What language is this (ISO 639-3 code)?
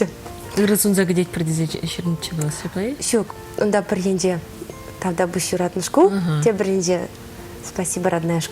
chv